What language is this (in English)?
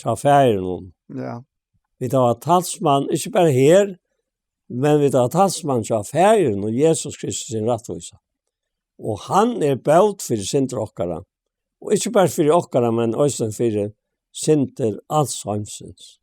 Faroese